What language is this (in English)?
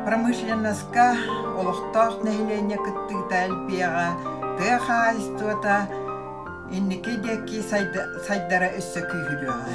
Yakut